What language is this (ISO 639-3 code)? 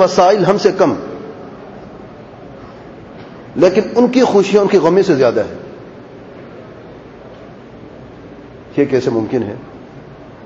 urd